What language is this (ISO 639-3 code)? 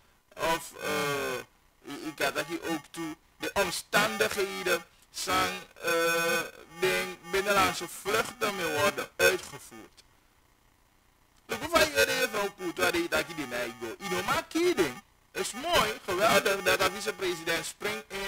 nld